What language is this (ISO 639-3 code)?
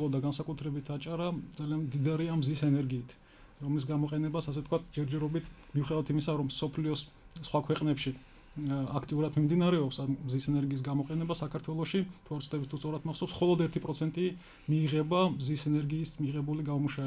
kat